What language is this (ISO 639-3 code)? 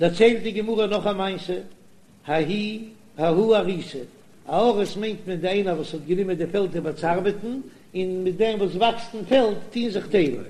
yid